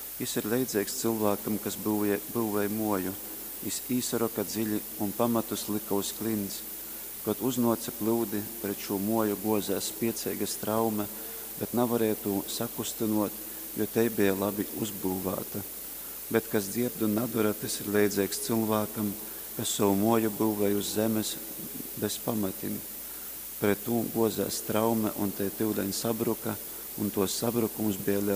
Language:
Latgalian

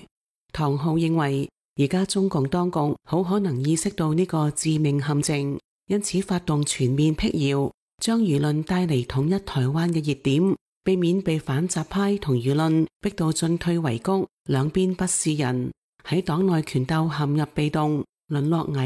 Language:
Cantonese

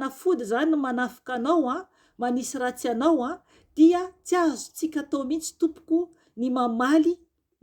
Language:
Malagasy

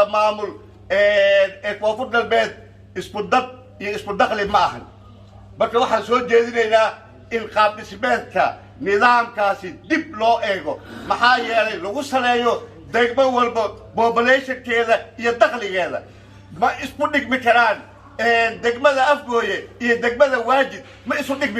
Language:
Somali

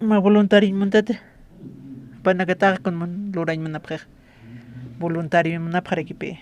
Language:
Aymara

